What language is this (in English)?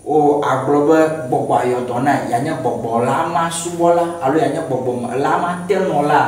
Ewe